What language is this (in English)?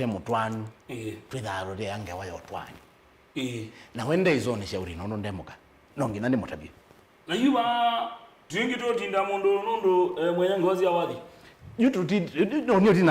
Kamba